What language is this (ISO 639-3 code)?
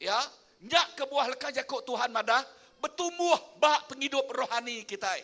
iba